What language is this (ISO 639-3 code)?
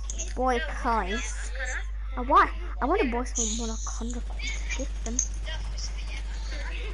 nor